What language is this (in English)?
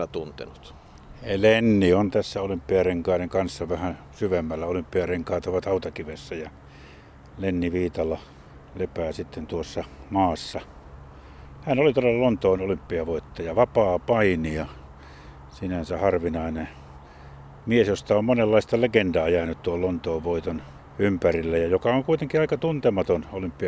Finnish